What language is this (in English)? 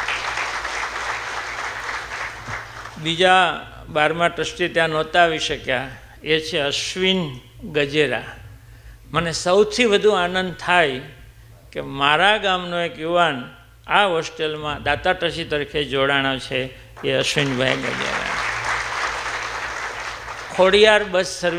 Gujarati